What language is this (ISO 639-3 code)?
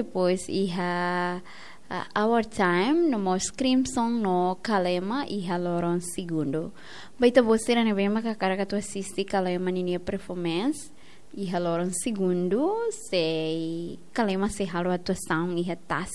tet